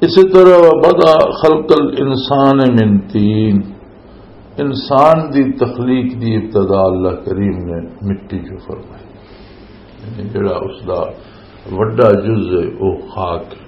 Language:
Western Panjabi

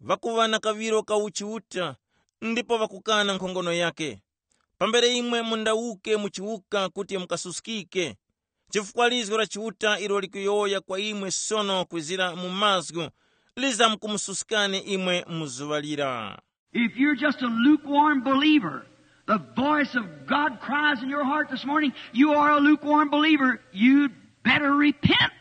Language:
Tumbuka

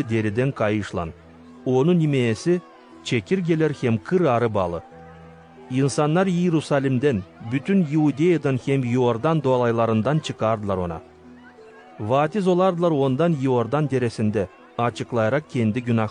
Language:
Gagauz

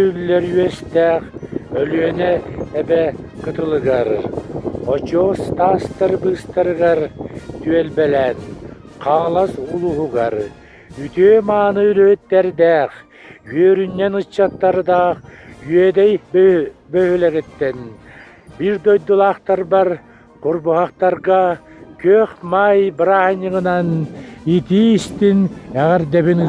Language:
Yakut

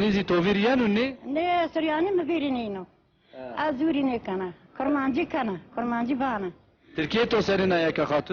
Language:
Zaza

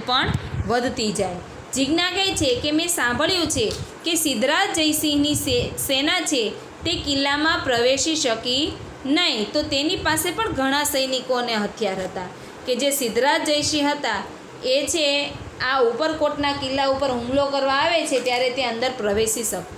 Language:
Gujarati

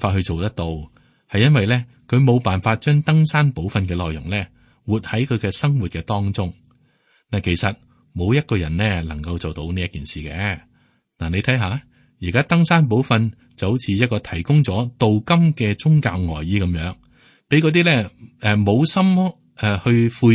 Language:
Cantonese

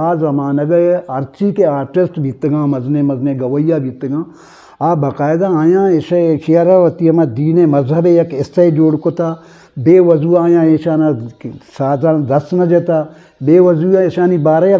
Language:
Eastern Balochi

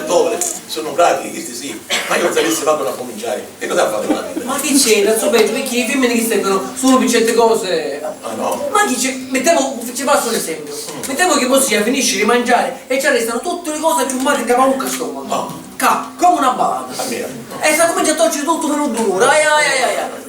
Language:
Sicilian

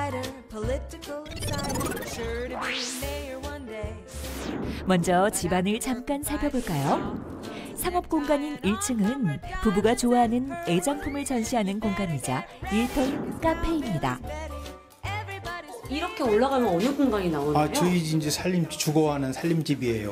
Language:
Korean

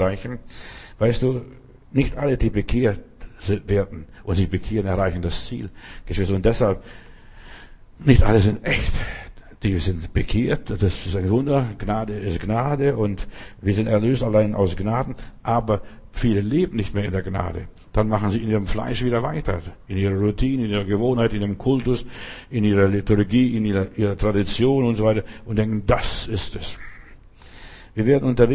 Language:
German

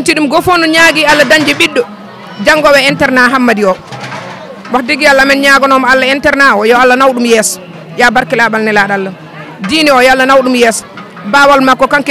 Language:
Fula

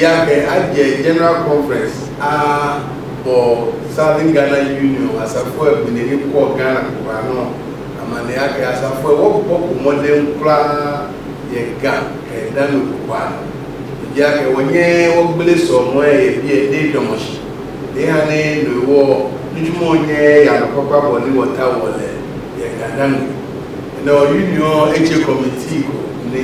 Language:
Akan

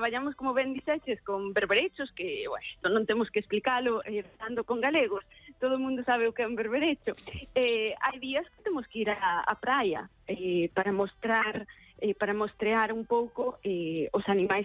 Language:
Galician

